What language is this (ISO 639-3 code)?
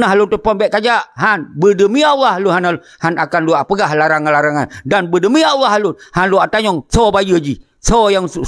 ace